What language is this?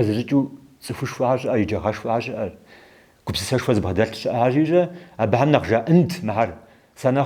Kabardian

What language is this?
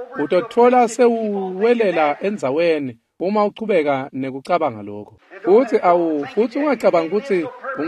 Swati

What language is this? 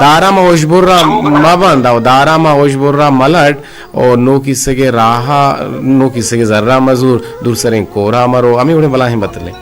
Eastern Balochi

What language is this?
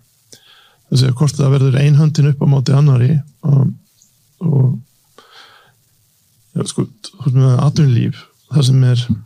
Icelandic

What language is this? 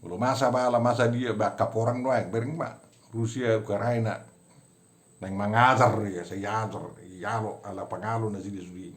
Batak Toba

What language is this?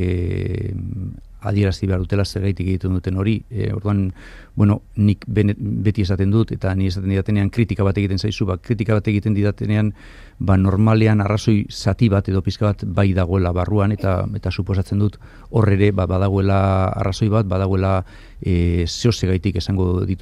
Basque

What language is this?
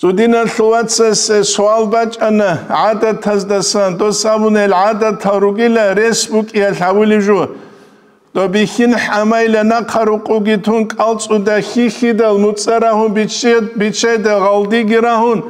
Avaric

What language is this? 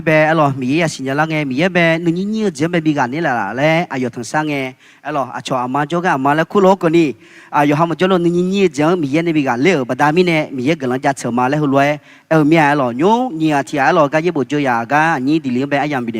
Akha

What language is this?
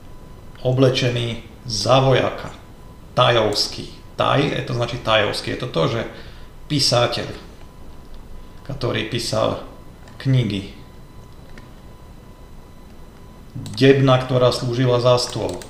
Slovak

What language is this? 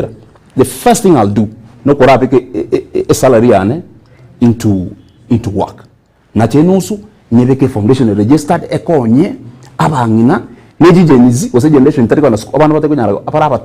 Gusii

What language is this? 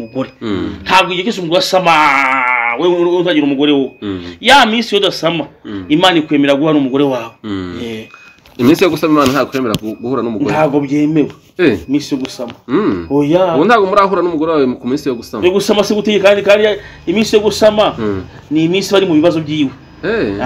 Kinyarwanda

